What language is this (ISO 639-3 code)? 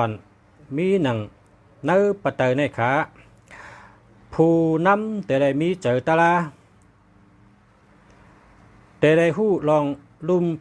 shn